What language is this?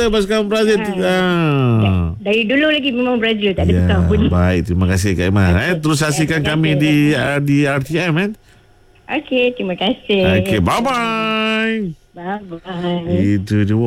Malay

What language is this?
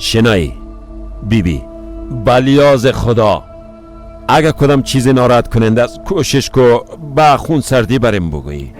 Persian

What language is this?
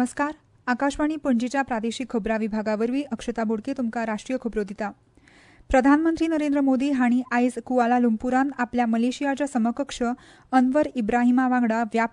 Konkani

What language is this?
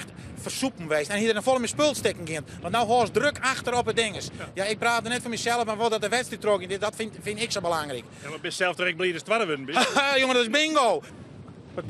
Western Frisian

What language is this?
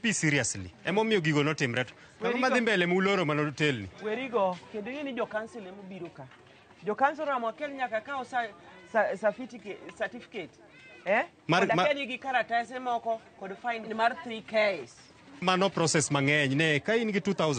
Luo (Kenya and Tanzania)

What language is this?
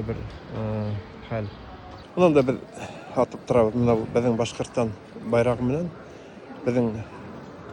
Bashkir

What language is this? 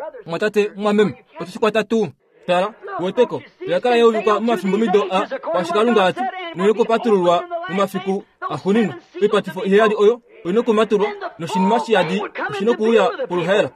Kuanyama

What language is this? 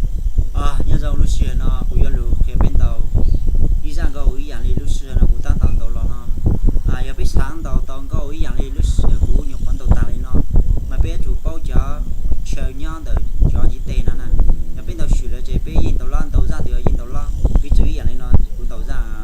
Hmong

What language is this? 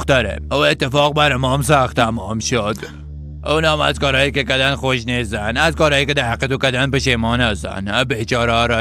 Persian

